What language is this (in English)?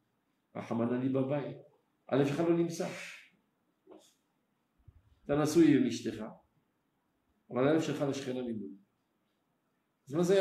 Hebrew